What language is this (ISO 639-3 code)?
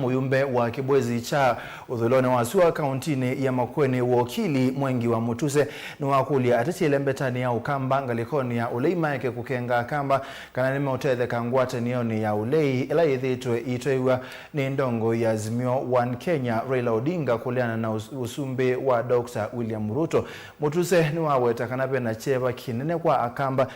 kam